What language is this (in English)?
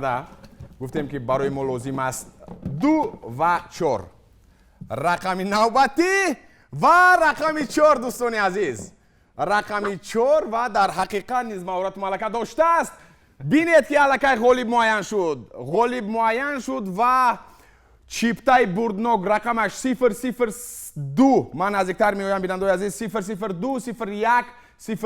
Tajik